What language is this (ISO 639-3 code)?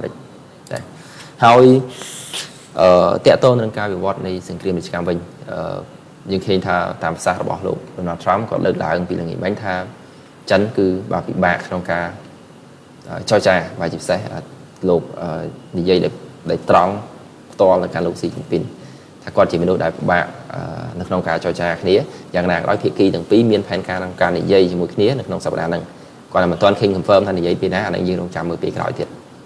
khm